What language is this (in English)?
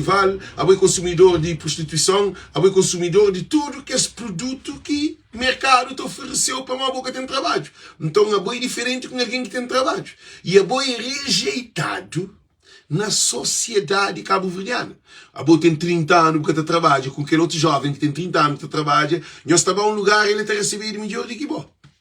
Kabuverdianu